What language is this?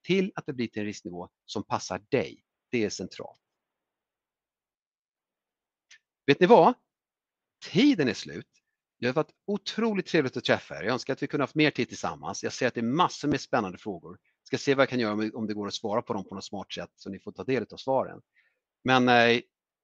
Swedish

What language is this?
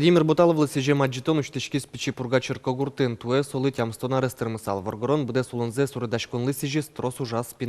Udmurt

